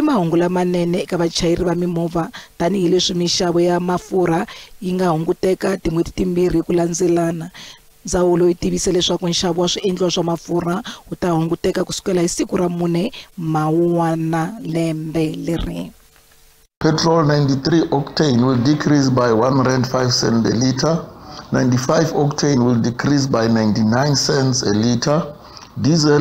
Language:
Tsonga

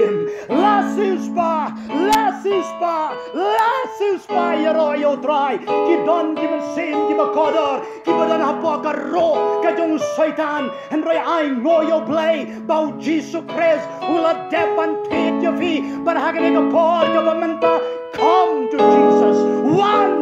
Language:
Khasi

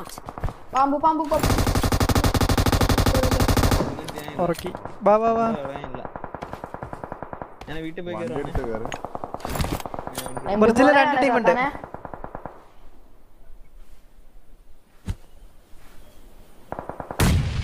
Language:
Malayalam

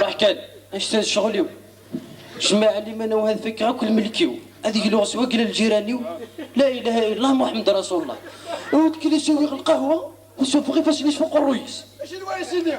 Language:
Kabyle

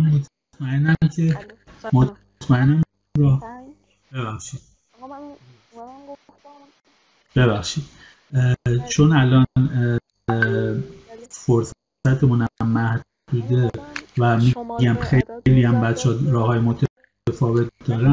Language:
Persian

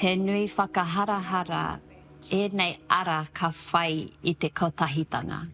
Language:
Māori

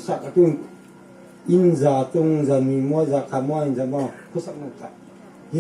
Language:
Hmar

